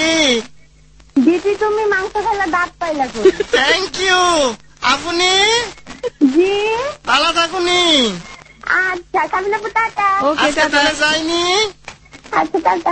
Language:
Bangla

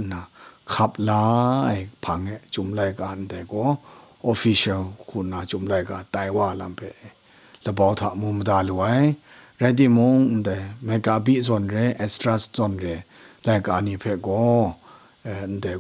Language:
Kachin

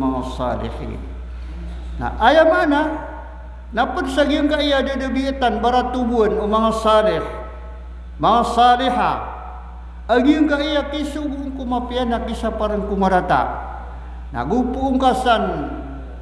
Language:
Maranao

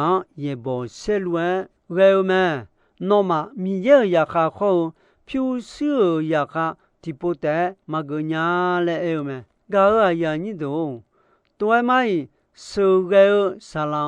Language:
Akha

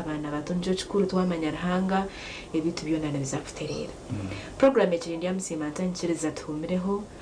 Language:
Nyankole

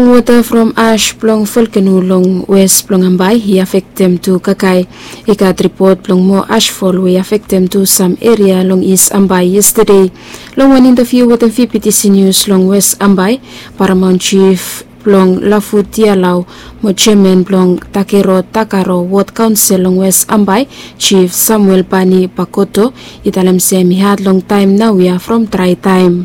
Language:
Bislama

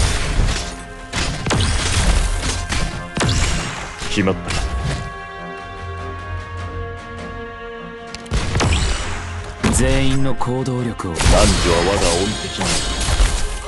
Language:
Japanese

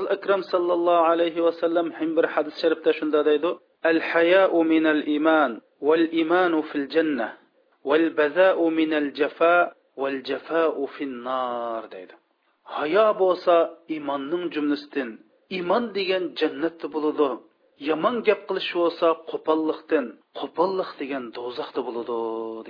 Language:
Uyghur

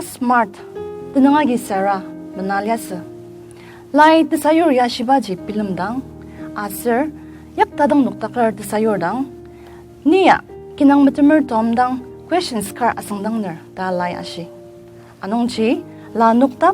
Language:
Ao Naga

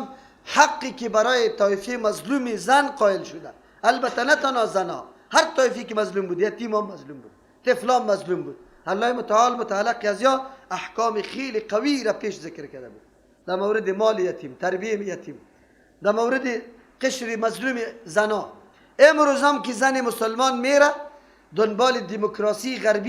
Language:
Persian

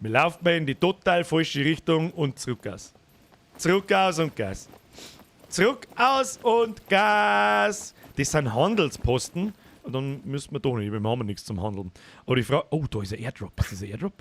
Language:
Bavarian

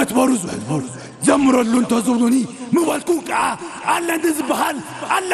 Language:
Tigrinya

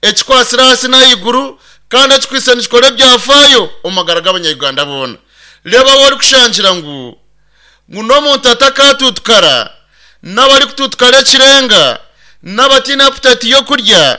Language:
Nyankole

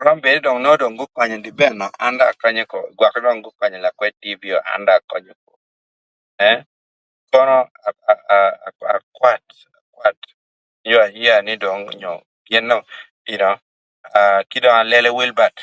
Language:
Acoli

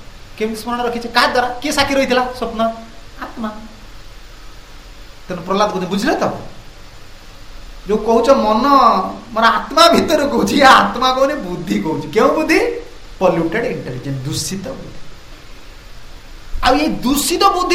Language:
Odia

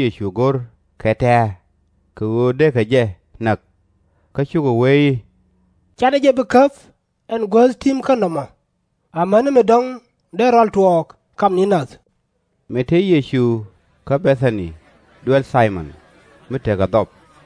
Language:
Nuer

